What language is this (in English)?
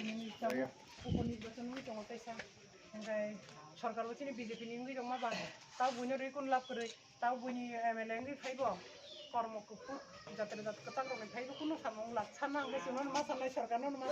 Kok Borok